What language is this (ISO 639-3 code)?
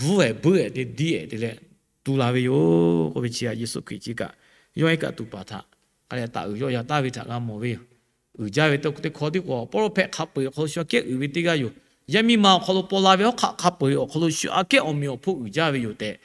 lhu